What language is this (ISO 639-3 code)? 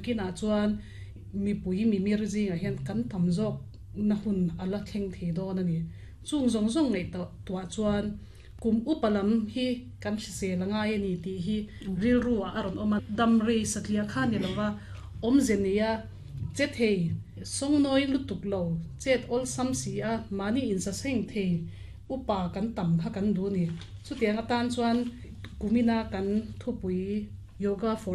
lus